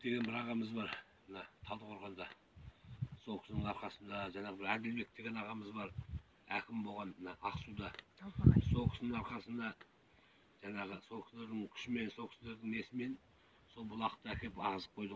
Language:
Kazakh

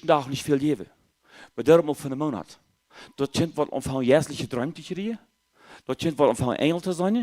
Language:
Plautdietsch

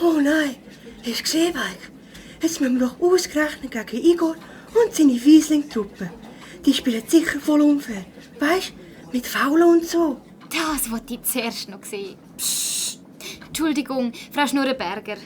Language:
Swiss German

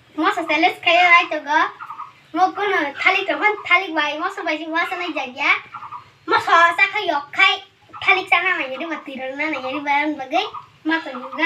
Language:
Kok Borok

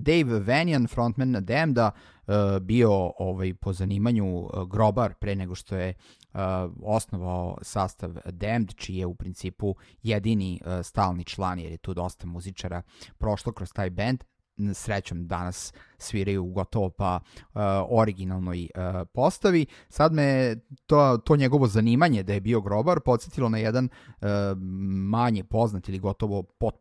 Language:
Serbian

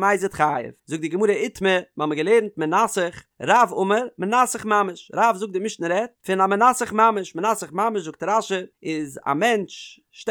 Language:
Yiddish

